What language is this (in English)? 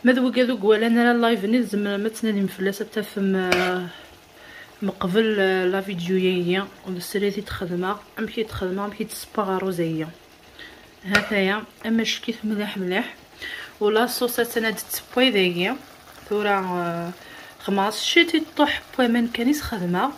Kabyle